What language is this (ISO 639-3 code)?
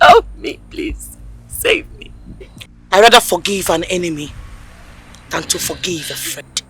pcm